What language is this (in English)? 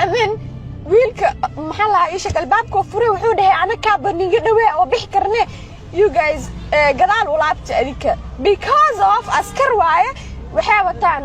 Somali